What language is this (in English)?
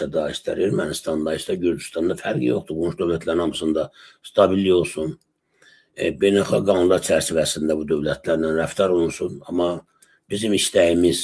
Azerbaijani